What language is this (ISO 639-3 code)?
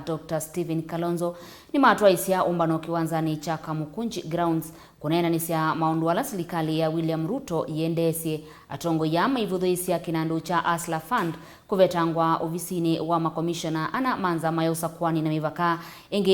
kam